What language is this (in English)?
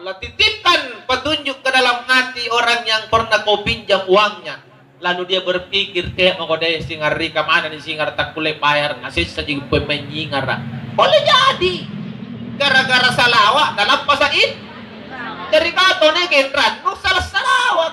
Makasar